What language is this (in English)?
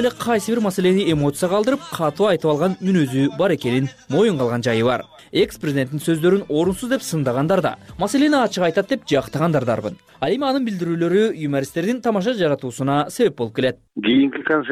Kyrgyz